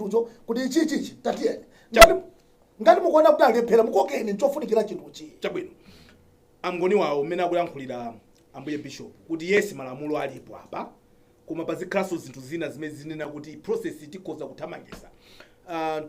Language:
Nyanja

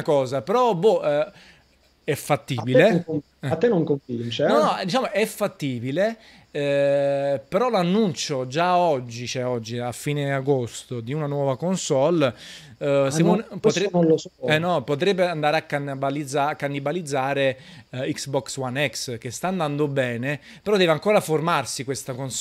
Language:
Italian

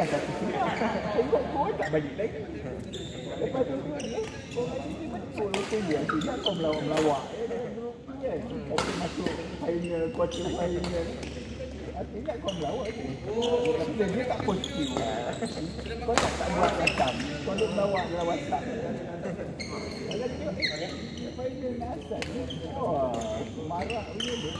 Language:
Malay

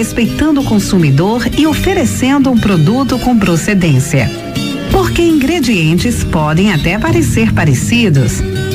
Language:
Portuguese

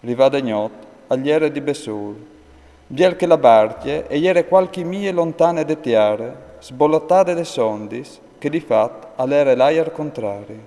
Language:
Friulian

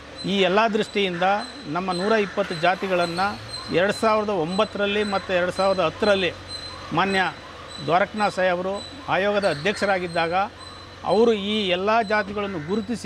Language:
Kannada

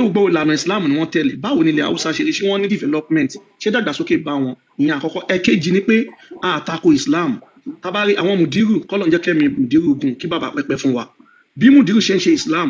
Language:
Yoruba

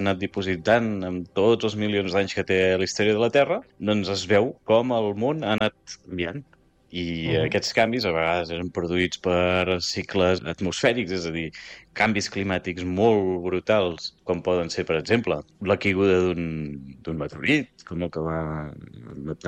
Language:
Catalan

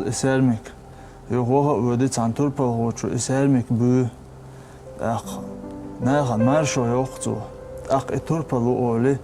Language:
Chechen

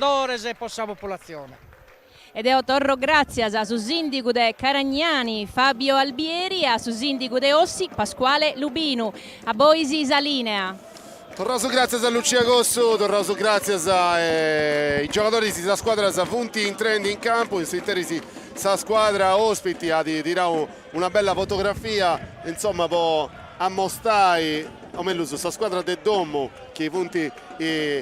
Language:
Sardinian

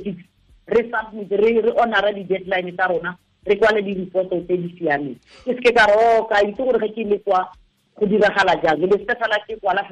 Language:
Tswana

